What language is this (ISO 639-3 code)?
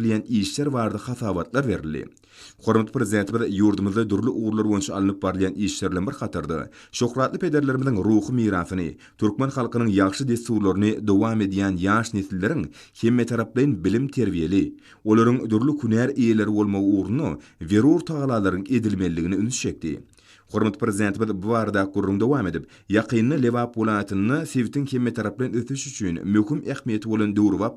tuk